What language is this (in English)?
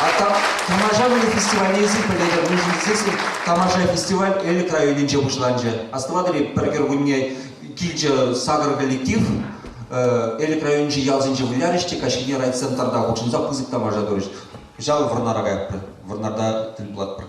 Chuvash